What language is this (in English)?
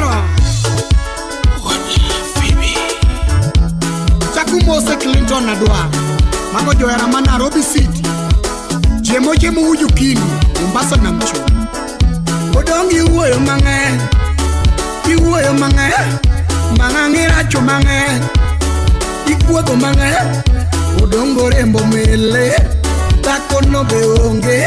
Luo (Kenya and Tanzania)